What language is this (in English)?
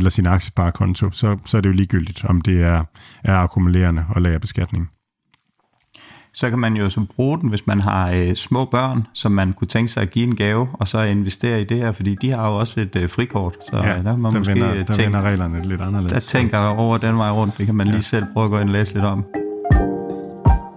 Danish